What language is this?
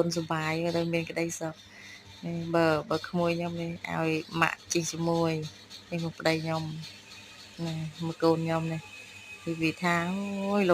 Khmer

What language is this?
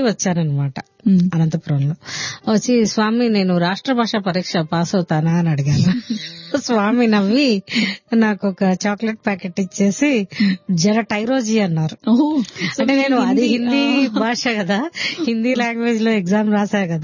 Telugu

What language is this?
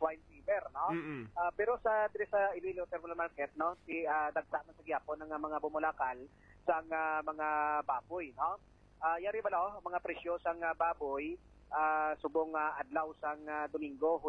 Hiligaynon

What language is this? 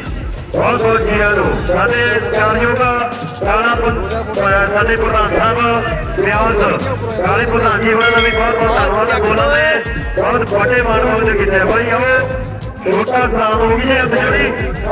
Punjabi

